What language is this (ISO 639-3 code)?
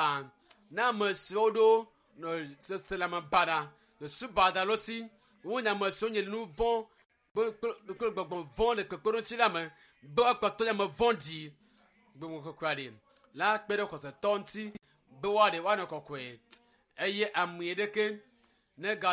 ewe